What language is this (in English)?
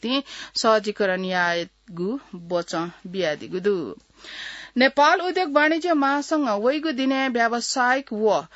Newari